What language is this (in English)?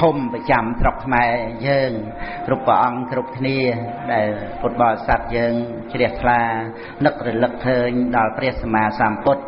Khmer